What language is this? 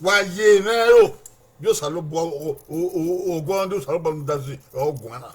Bini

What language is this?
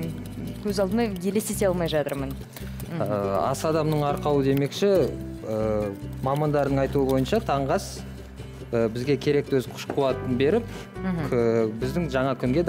Kazakh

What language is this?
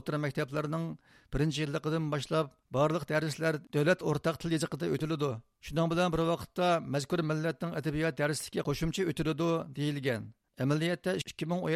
Uyghur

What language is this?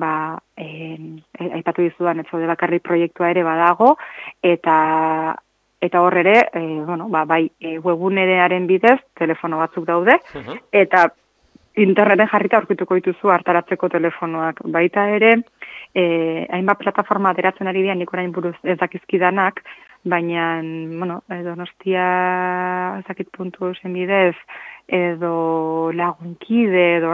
Basque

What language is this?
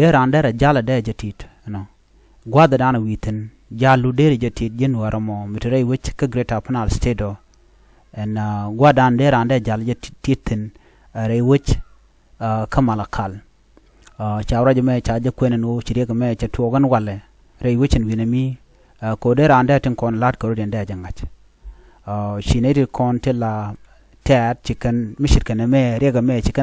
Nuer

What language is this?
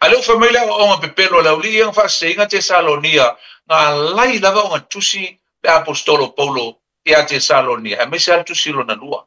Samoan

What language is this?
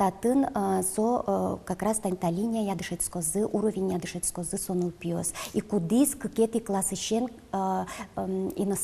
Udmurt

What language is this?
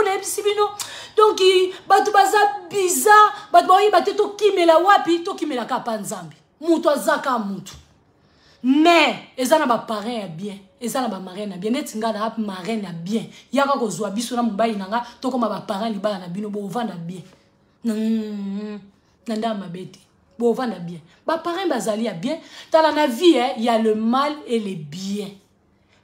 Lingala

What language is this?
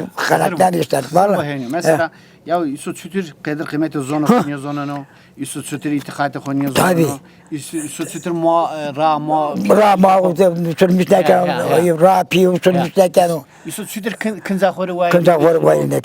Zaza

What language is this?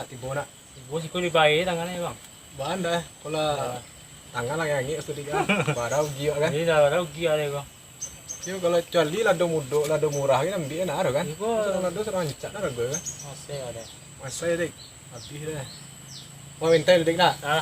Minangkabau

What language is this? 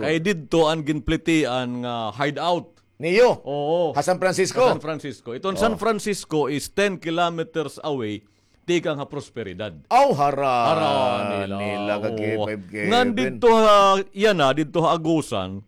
Waray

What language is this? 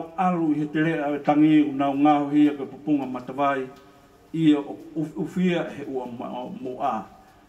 Tongan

